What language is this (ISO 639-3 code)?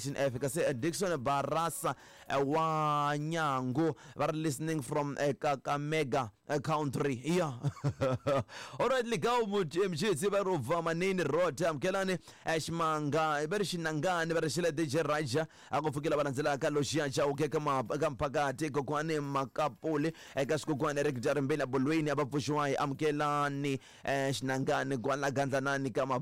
tso